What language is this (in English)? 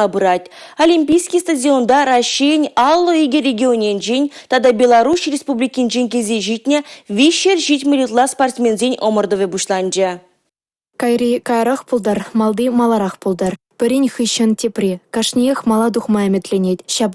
Chuvash